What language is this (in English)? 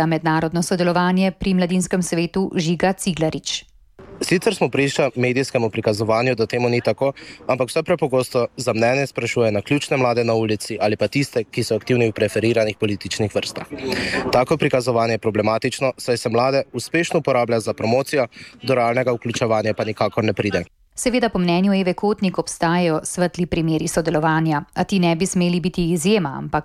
Slovenian